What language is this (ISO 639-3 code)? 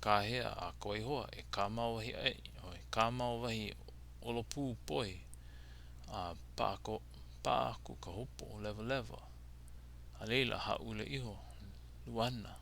haw